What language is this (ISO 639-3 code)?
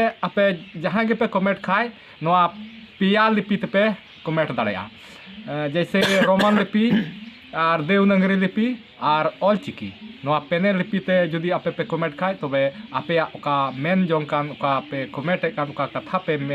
sat